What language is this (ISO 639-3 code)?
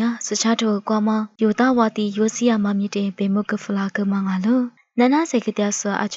lis